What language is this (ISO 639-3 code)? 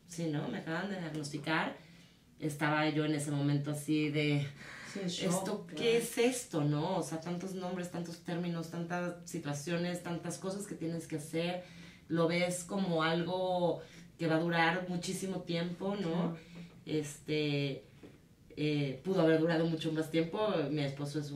spa